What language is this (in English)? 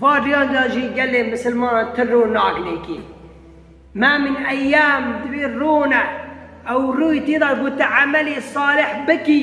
Kurdish